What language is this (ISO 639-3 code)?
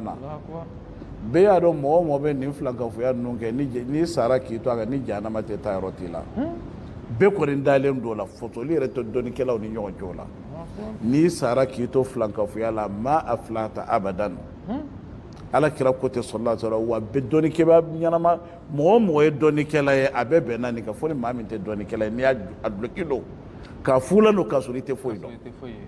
bam